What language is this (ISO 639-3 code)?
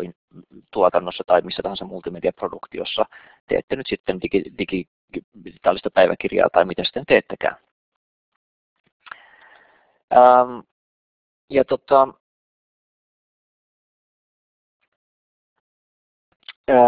fin